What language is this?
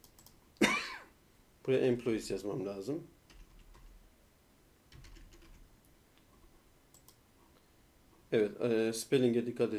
Turkish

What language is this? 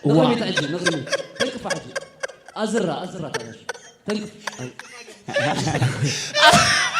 Tigrinya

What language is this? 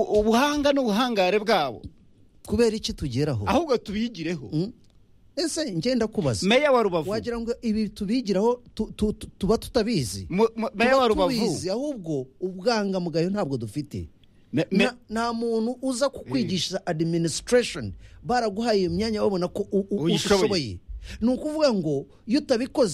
Kinyarwanda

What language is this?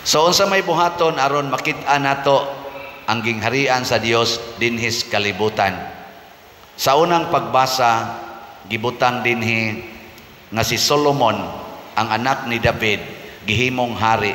Cebuano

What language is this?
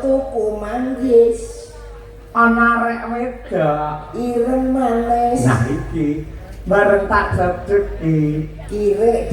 Javanese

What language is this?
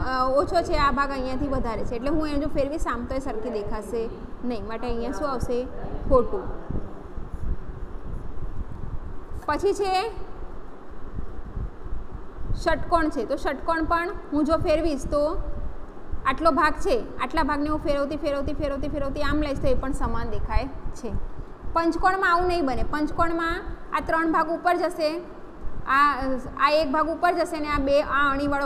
Gujarati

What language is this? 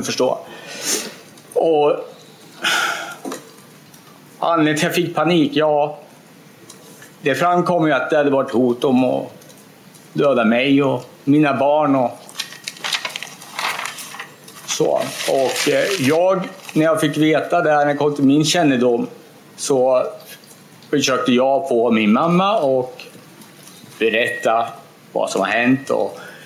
Swedish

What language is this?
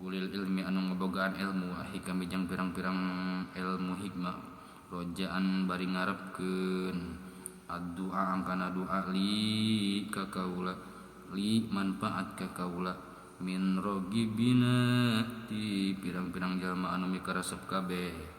Sundanese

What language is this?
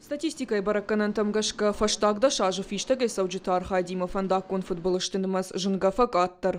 Ossetic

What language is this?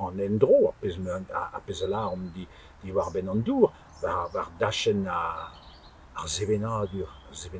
Breton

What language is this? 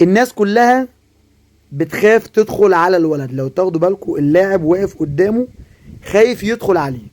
Egyptian Arabic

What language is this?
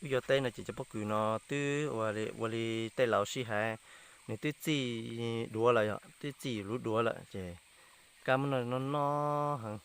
Hmong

